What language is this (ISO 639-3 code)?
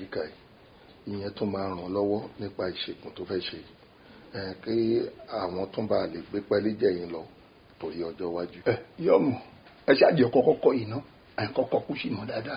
yor